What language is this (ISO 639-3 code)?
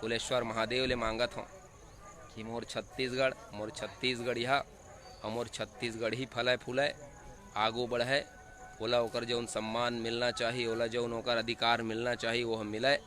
hne